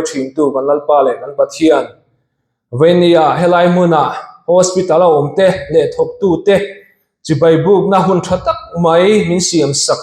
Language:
Mizo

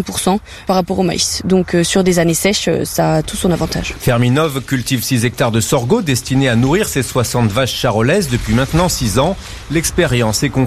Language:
French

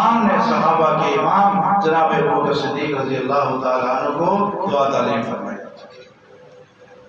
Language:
Urdu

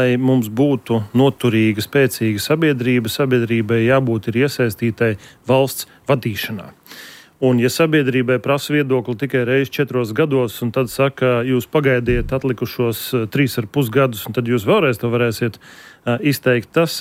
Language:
Latvian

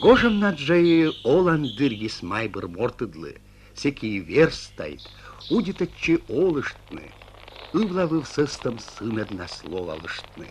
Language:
Komi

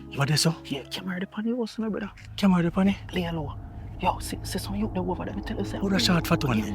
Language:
Jamaican Creole English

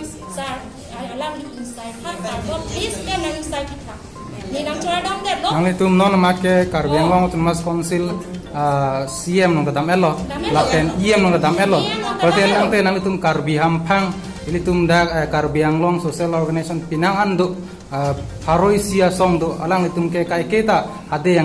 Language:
Karbi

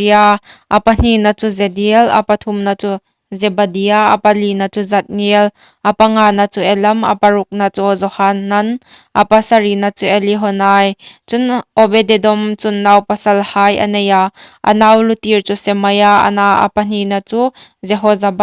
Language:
Hmar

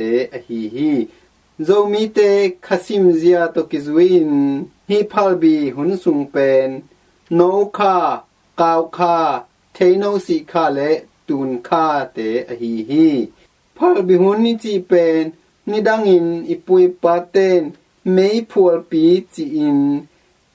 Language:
Tedim Chin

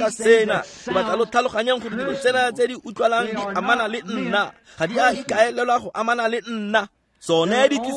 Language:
Tswana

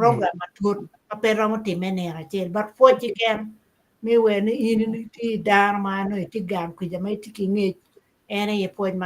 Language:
Acoli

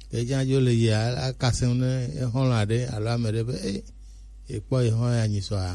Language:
Gen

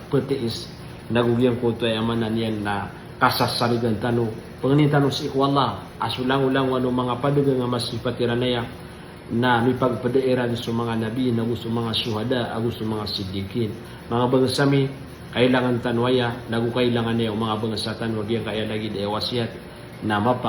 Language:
Maranao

